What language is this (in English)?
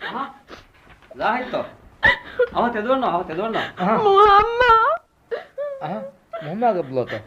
Divehi